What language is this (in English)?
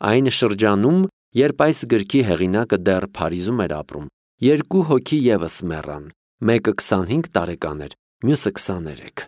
Armenian